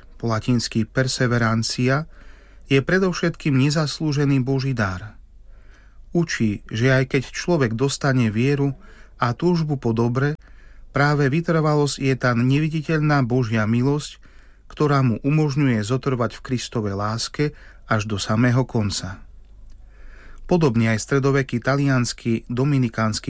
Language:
Slovak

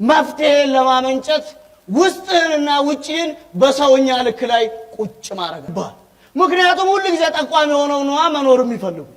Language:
Amharic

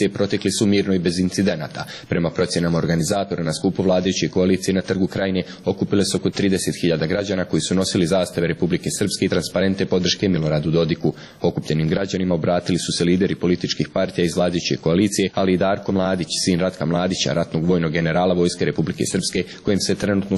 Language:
Serbian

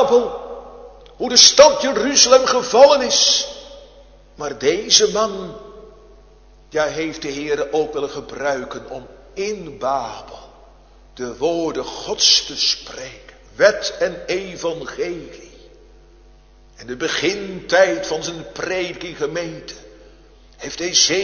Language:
Dutch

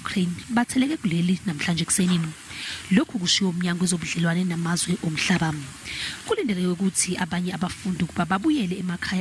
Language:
Zulu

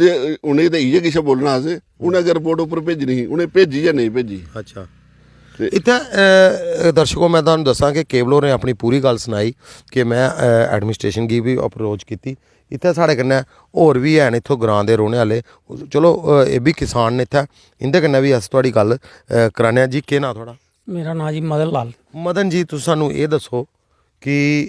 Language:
Dogri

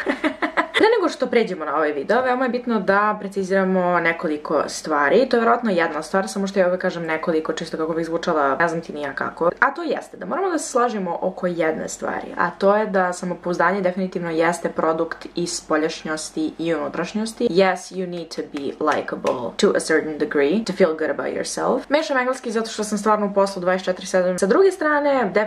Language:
Serbian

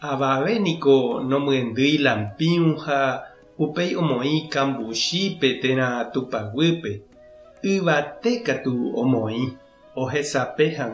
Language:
Guarani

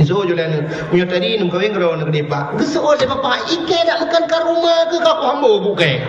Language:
Achinese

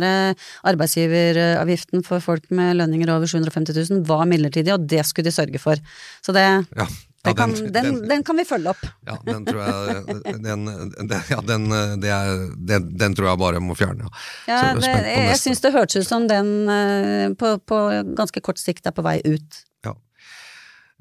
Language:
Norwegian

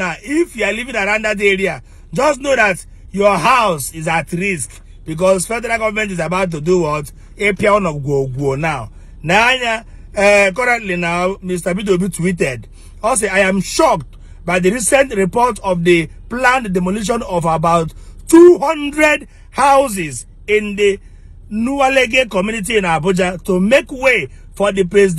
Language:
Igbo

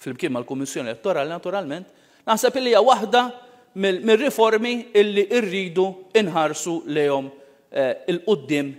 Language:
Maltese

